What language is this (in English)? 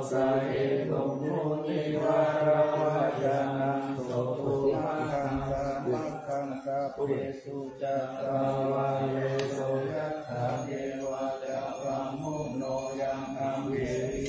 Pali